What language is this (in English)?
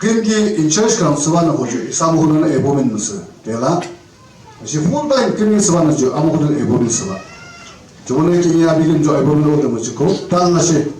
Yimchungru Naga